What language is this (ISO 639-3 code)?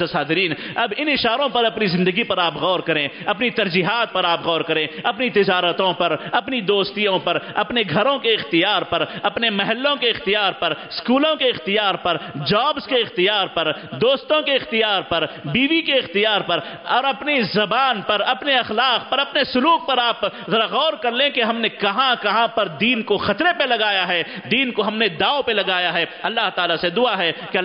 urd